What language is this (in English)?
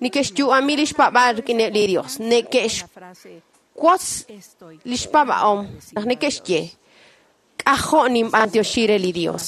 Kekchí